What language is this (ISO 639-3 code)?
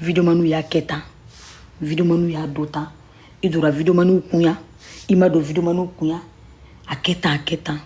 bam